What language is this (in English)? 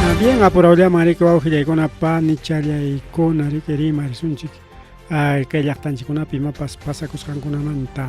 Ayacucho Quechua